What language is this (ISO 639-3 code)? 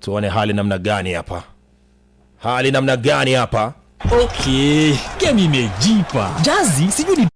guz